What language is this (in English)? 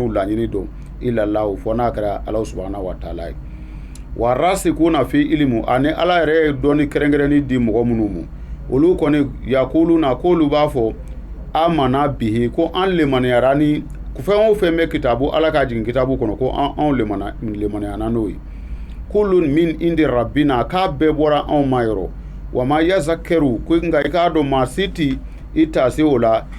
Bambara